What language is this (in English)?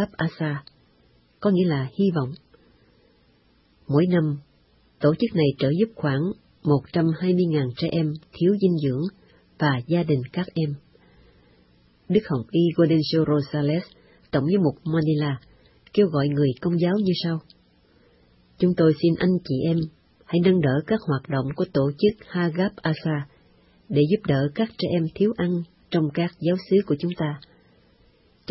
Vietnamese